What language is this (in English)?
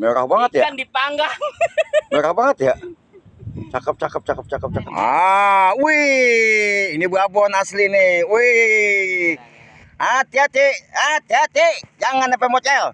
Betawi